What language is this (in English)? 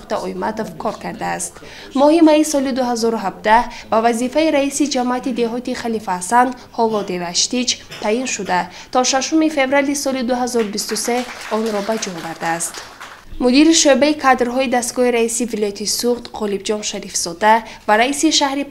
Tajik